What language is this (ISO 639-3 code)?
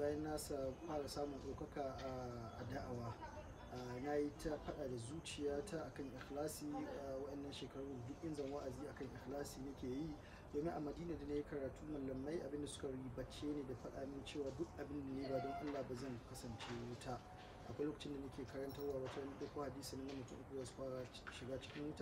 hau